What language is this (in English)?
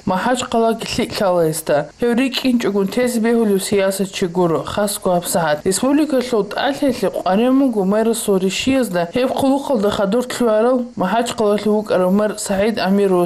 Avaric